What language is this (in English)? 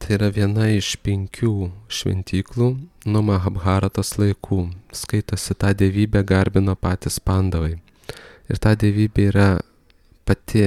Lithuanian